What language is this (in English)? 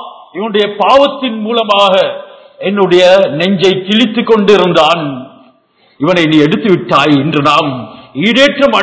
Tamil